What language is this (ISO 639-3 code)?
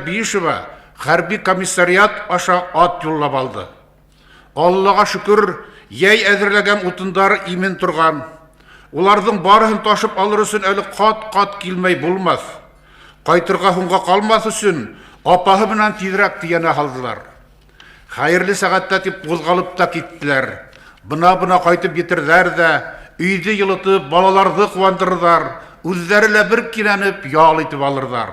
bak